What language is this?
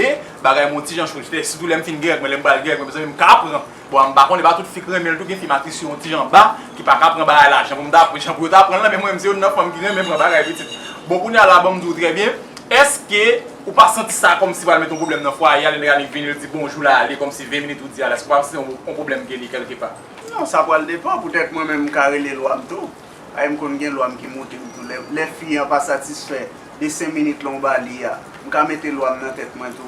Haitian Creole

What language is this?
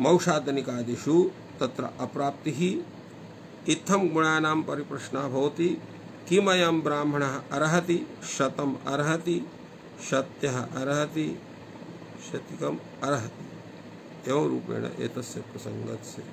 Sanskrit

